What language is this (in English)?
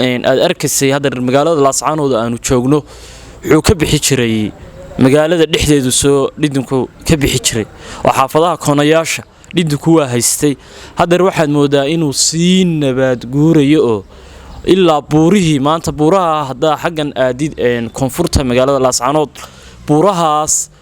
Somali